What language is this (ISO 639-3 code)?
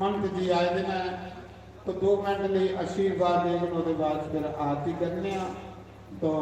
doi